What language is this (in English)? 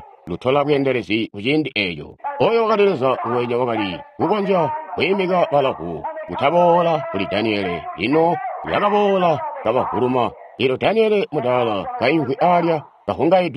Tonga (Zambia)